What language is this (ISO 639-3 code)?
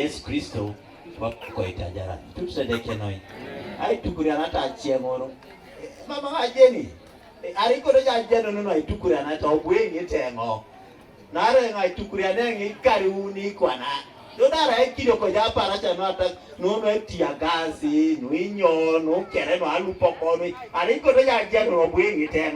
teo